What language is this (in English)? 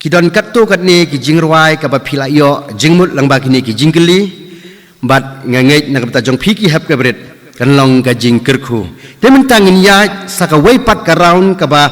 Khasi